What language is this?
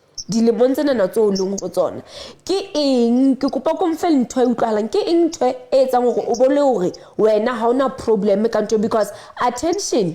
Southern Sotho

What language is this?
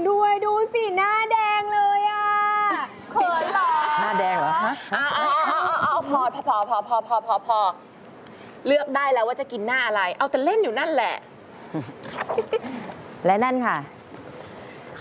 Thai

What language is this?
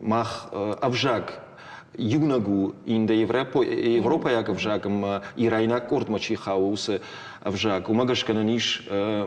Ossetic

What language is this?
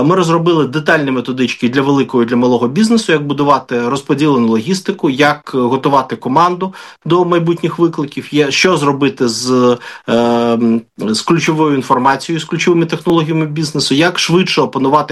Ukrainian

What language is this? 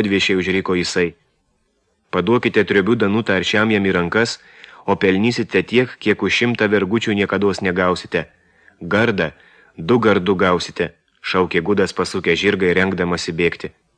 Lithuanian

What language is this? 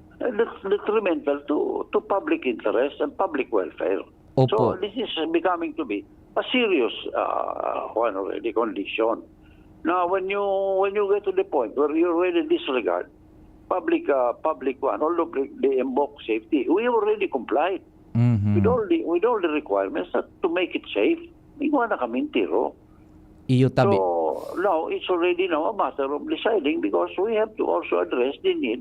Bikol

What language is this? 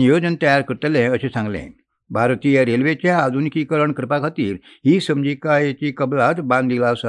Konkani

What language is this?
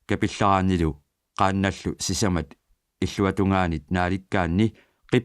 Kalaallisut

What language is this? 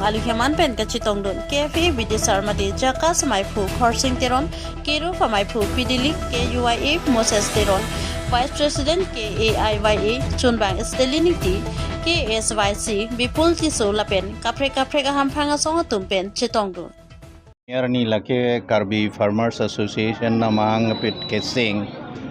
Karbi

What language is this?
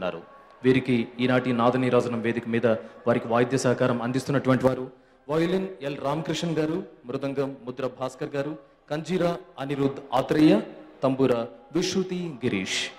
Telugu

